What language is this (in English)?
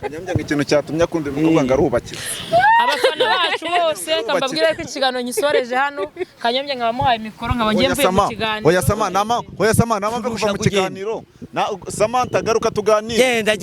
Kinyarwanda